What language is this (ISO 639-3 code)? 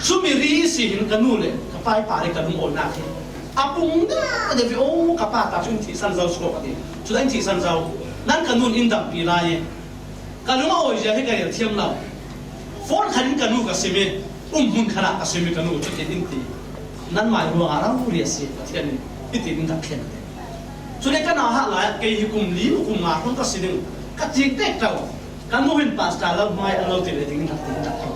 cfm